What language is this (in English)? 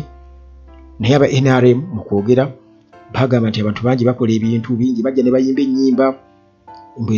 Ganda